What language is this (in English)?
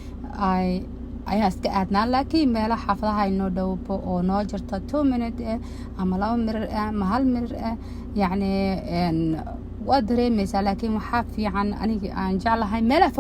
Somali